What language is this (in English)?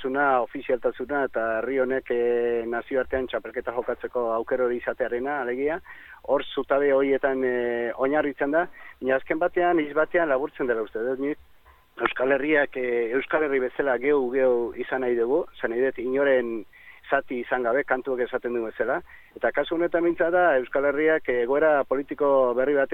Basque